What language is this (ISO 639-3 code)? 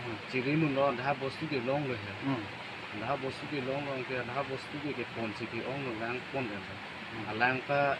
mjw